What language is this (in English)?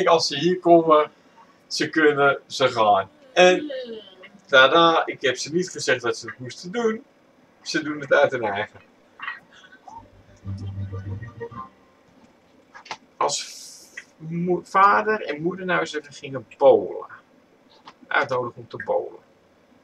Dutch